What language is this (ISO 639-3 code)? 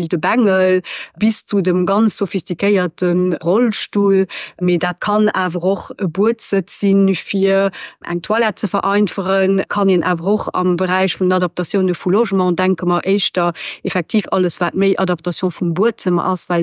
ltz